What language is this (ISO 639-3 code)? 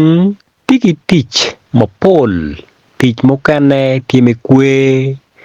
ach